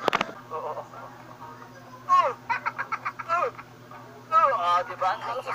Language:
Filipino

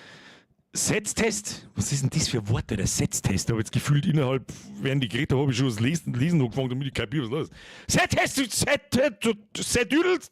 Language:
Bavarian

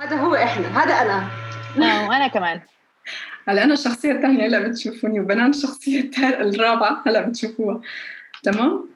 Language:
North Levantine Arabic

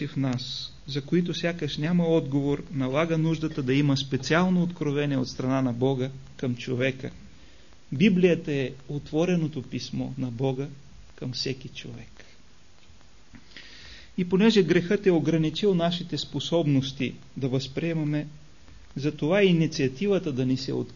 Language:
Bulgarian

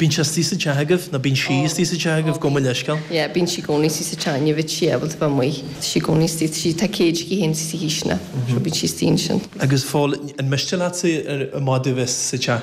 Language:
Irish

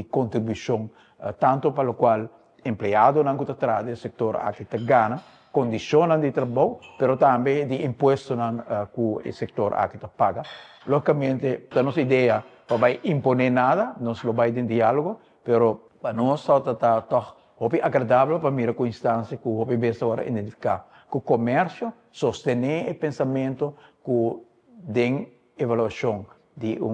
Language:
Papiamento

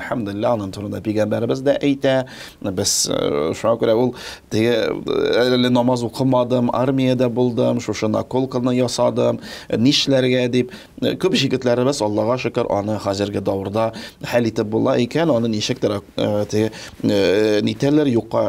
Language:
Tatar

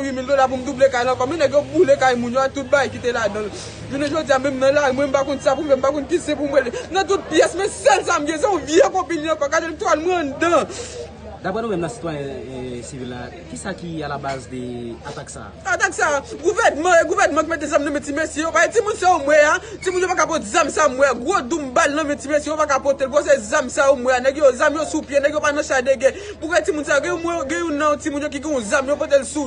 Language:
Haitian Creole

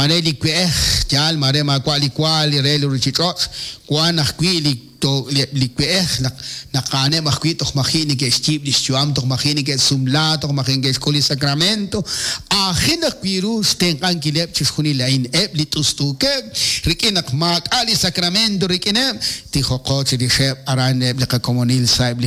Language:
Kekchí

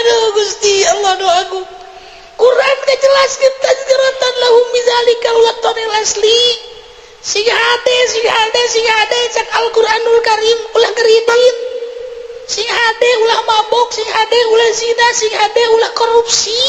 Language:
Sundanese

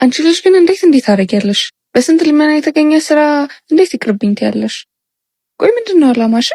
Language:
Amharic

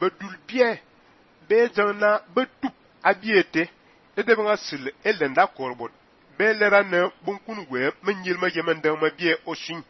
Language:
Fang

